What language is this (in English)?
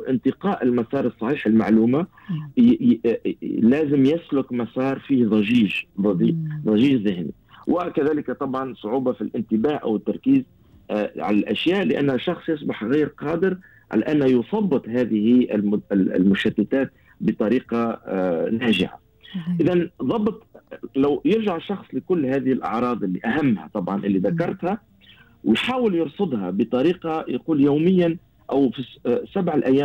Gulf Arabic